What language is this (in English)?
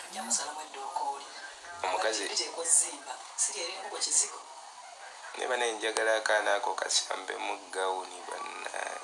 Ganda